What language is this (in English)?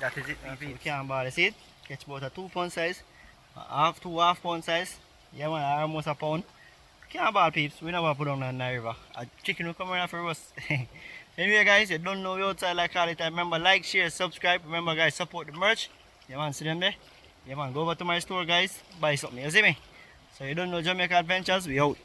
Jamaican Creole English